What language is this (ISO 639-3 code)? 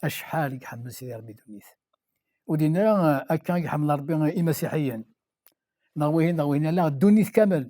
kab